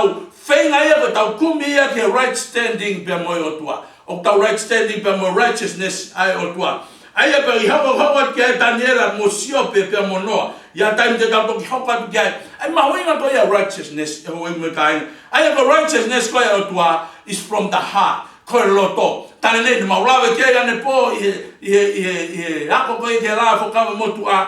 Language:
Tongan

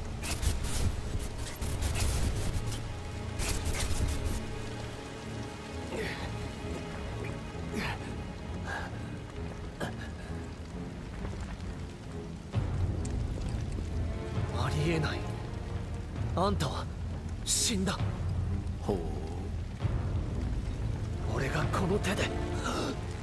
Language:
Japanese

